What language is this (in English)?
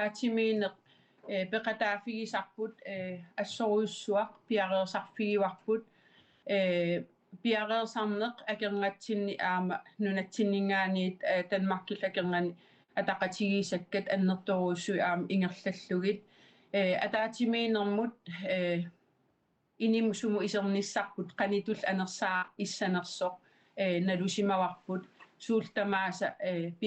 Kalaallisut